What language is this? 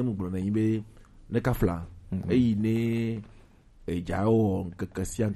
Gen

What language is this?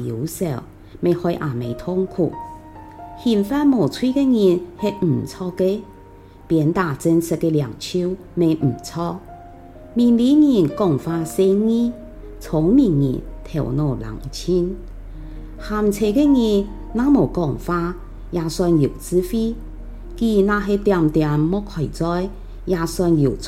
Hakka Chinese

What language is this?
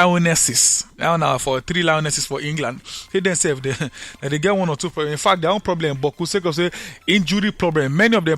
Nigerian Pidgin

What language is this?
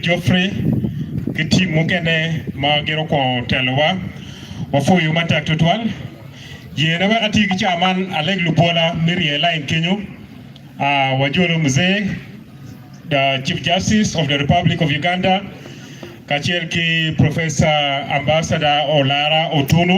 Acoli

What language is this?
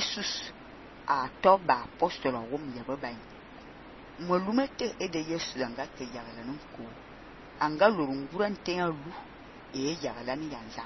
Fang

